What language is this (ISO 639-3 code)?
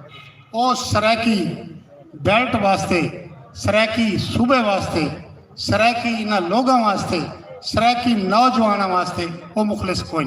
skr